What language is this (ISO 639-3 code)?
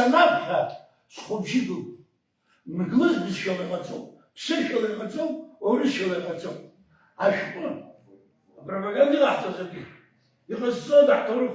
abk